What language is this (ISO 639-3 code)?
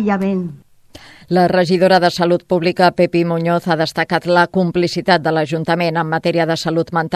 cat